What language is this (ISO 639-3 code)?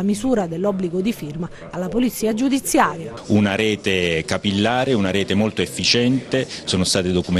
ita